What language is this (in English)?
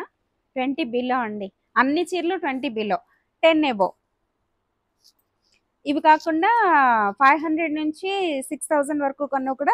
Telugu